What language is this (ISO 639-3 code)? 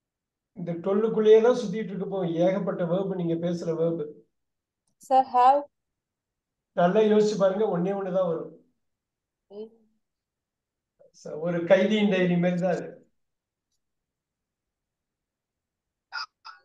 tam